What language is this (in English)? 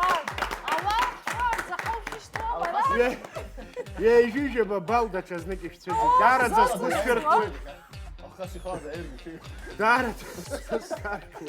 Abkhazian